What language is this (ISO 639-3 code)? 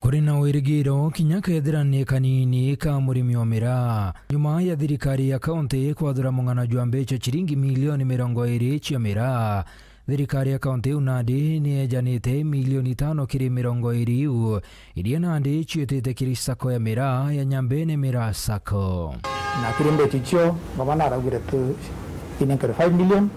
mer